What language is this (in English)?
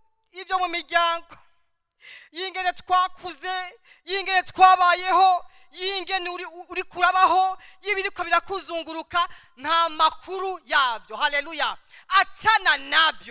Rundi